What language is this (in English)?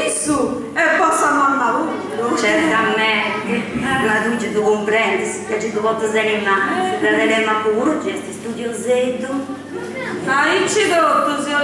Sardinian